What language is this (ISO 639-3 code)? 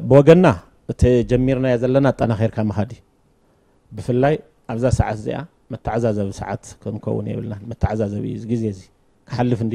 tir